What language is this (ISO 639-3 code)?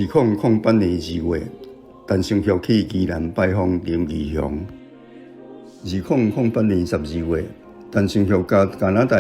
nan